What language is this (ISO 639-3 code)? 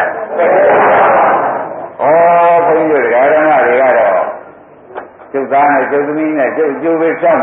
mya